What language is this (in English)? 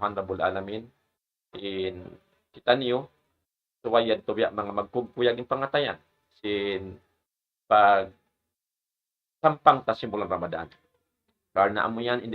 Tausug